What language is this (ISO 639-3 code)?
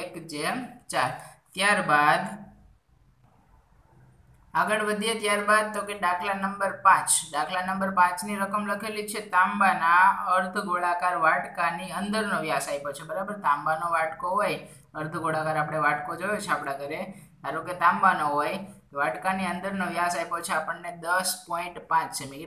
guj